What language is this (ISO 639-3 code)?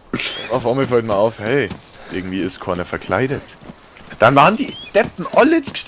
bar